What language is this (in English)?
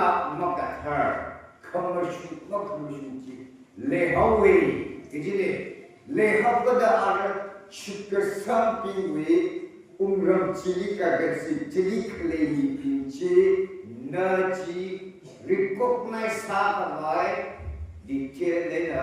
Tangkhul Naga (India)